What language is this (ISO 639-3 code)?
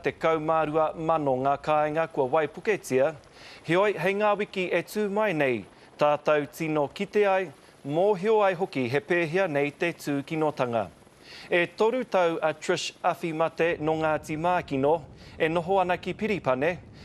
mri